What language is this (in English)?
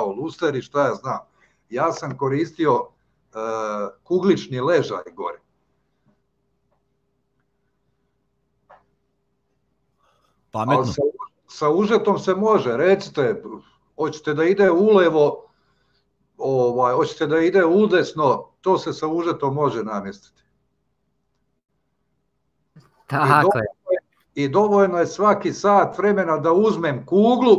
Serbian